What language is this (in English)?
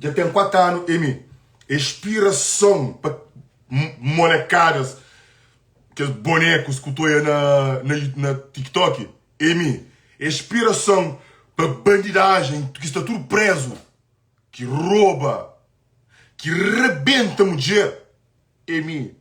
Kabuverdianu